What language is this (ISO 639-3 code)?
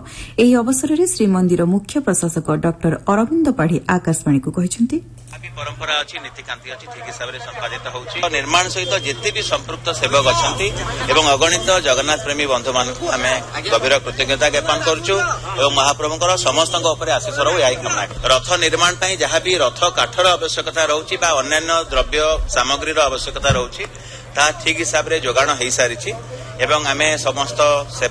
ori